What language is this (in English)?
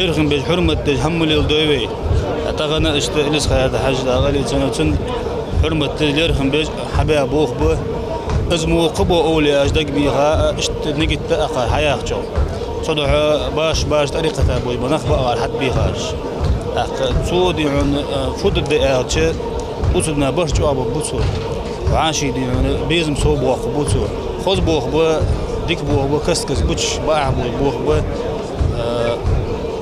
Ingush